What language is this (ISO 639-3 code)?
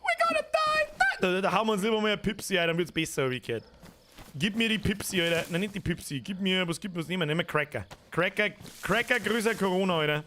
bar